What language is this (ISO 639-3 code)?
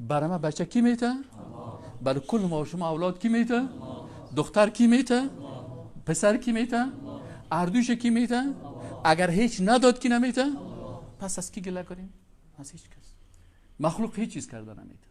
fas